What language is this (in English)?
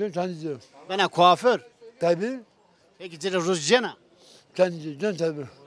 Zaza